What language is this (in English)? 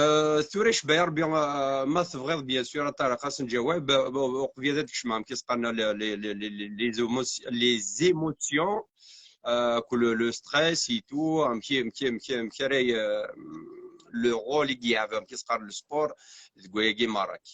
Kabyle